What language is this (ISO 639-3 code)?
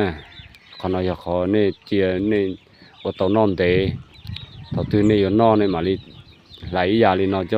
hmn